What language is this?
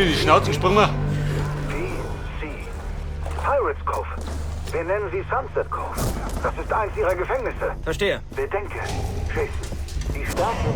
Bavarian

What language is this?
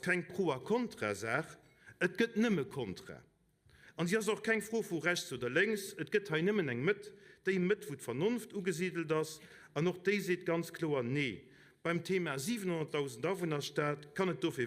Luxembourgish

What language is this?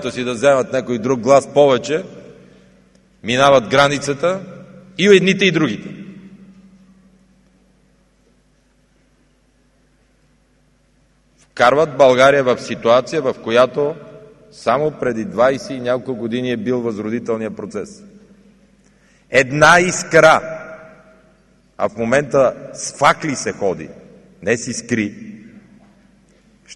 Bulgarian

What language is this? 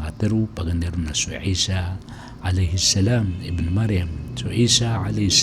Maranao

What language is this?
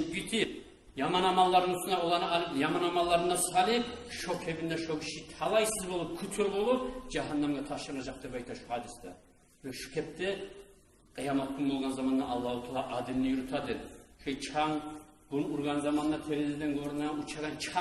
Kumyk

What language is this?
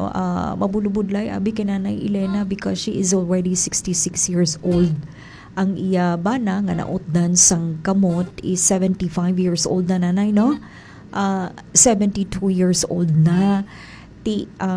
Hiligaynon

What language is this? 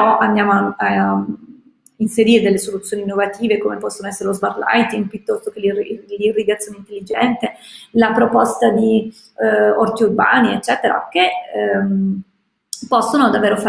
Italian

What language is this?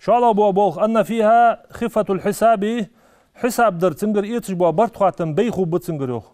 Ingush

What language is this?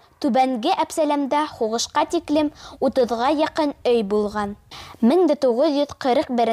Bashkir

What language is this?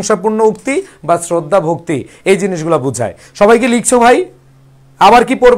Bangla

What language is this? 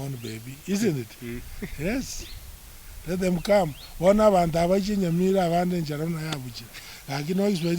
Gusii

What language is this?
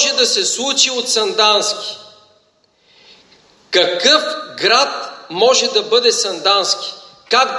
Bulgarian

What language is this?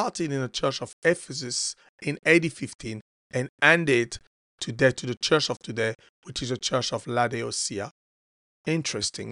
English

